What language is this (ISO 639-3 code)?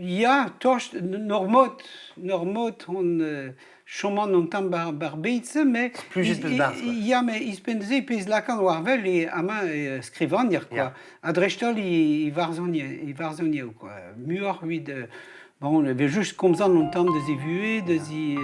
bre